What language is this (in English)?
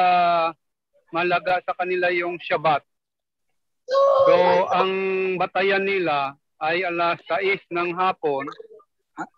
Filipino